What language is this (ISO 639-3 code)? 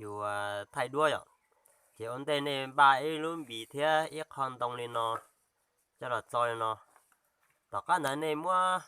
hmn